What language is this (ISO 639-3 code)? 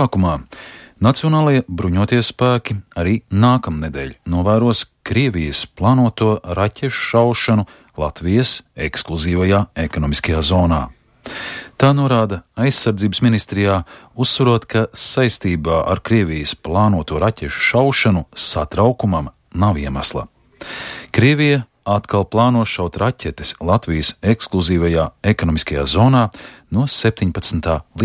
lav